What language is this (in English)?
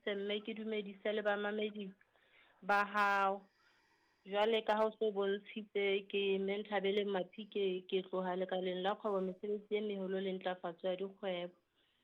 Southern Sotho